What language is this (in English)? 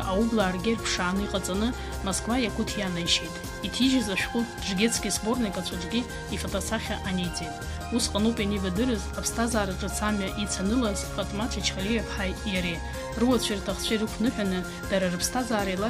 Abkhazian